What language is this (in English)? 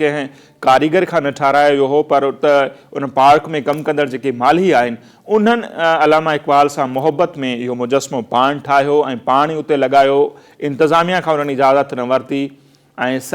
Sindhi